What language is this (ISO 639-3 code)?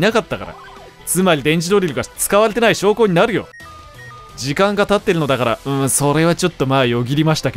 jpn